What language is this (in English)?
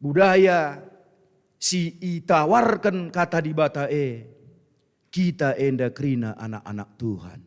Batak Karo